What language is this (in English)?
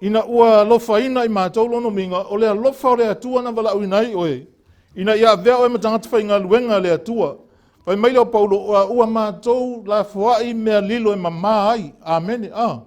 Samoan